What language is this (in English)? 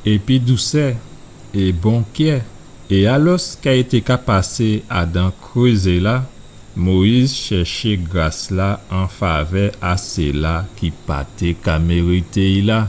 Guadeloupean Creole French